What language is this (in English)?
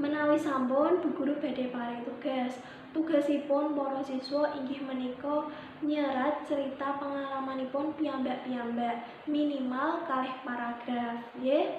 Javanese